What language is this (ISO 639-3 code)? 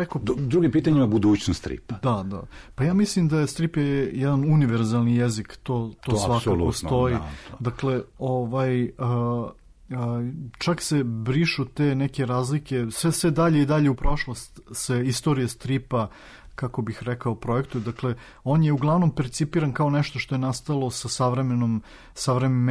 srp